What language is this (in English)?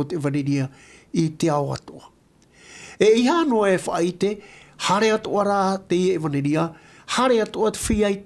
Tahitian